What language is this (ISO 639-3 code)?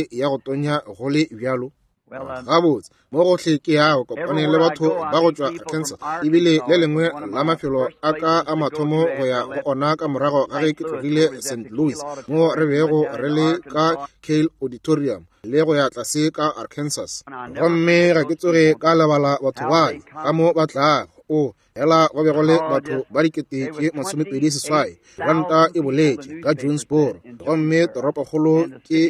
nso